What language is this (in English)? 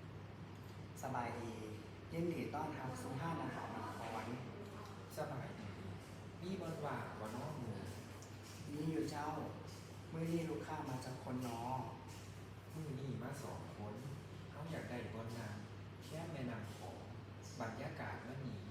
Lao